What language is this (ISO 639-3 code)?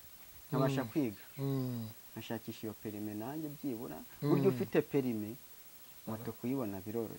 kin